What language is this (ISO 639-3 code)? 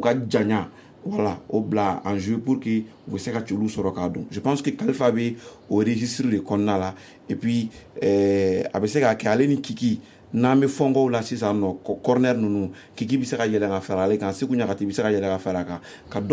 bam